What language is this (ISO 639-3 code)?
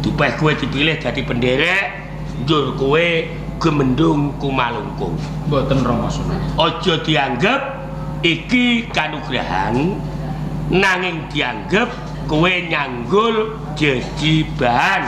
jav